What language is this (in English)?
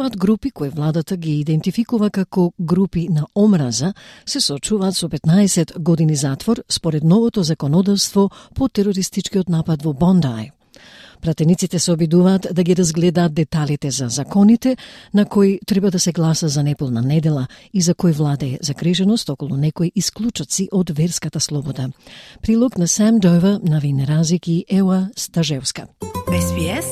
Macedonian